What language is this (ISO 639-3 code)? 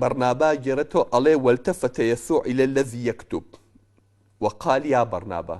ckb